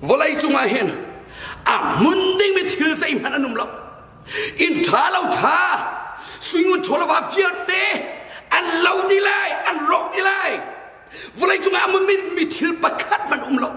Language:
Hakha Chin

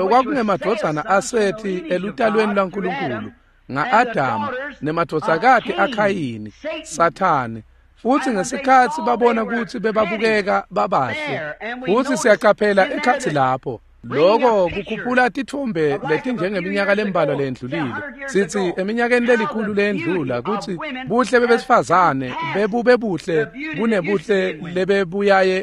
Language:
Swati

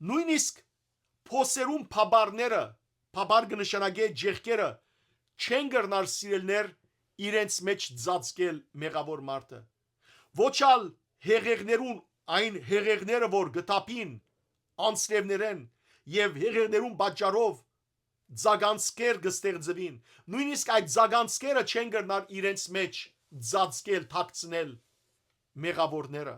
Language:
Western Armenian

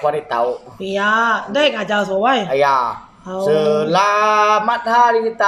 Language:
Iban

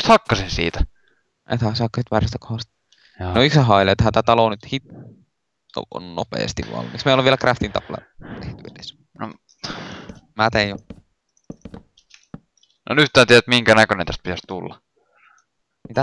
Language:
Finnish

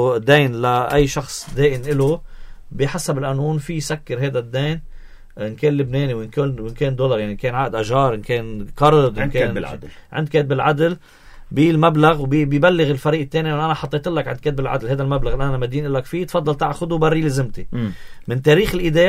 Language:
North Levantine Arabic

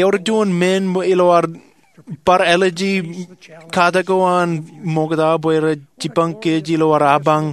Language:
Marshallese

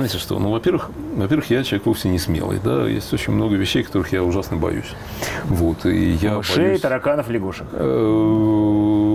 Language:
Russian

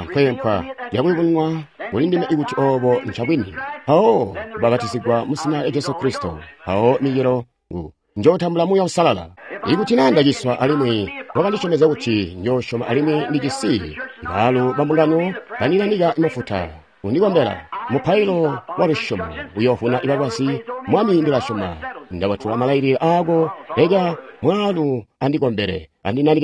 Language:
Tonga (Zambia)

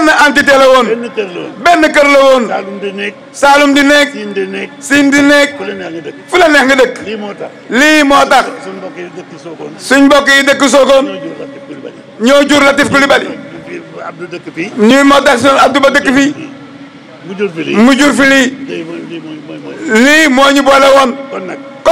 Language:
Wolof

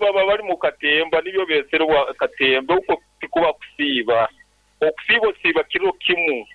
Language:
Nyankole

